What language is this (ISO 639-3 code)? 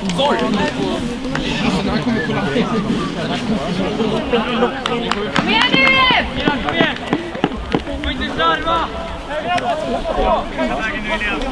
swe